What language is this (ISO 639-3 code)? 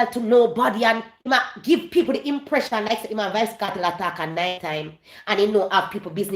jam